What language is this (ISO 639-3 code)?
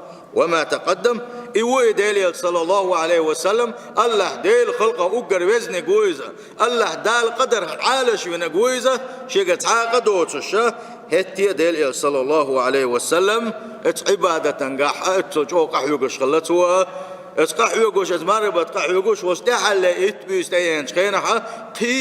che